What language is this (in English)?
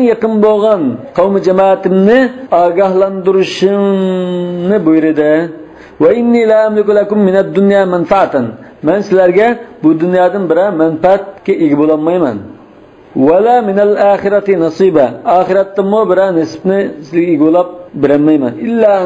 Uyghur